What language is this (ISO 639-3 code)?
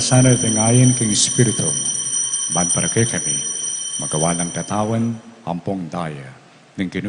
pam